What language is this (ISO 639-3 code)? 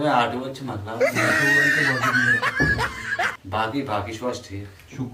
kas